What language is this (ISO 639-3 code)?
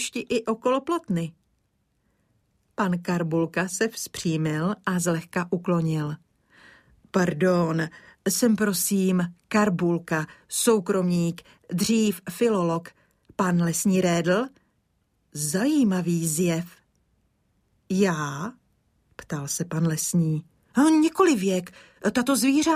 ces